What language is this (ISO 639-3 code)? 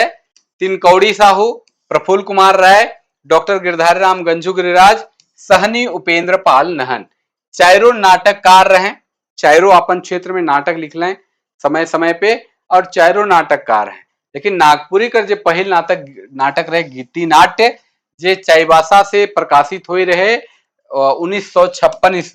sck